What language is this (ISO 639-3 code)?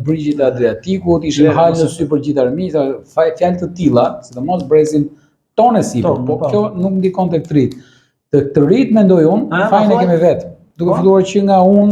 sqi